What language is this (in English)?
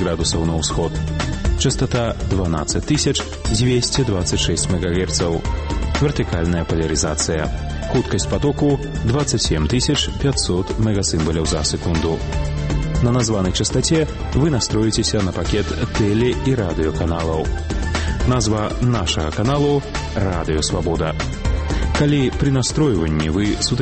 Belarusian